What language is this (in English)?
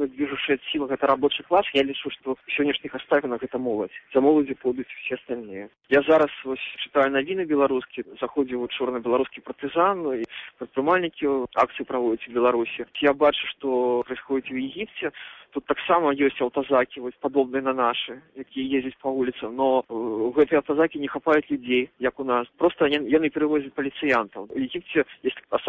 Belarusian